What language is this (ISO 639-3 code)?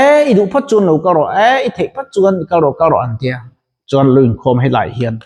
lus